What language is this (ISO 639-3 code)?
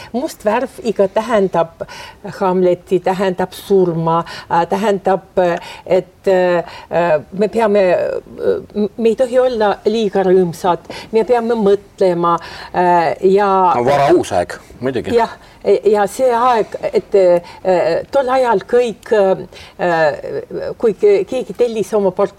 est